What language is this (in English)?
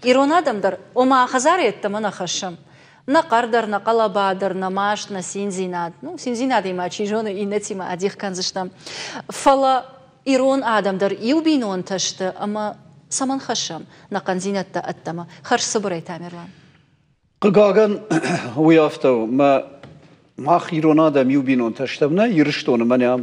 Ossetic